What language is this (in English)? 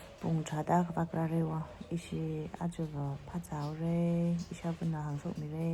Tangkhul Naga (India)